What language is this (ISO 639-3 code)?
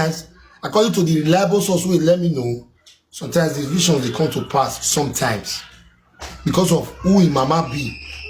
pcm